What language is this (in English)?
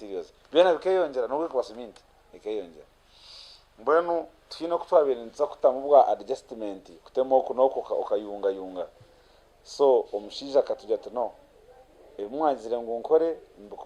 Nyankole